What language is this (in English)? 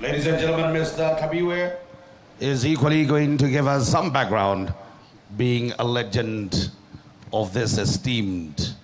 Tswana